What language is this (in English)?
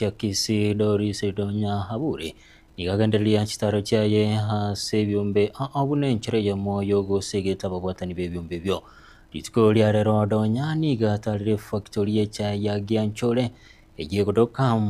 Gusii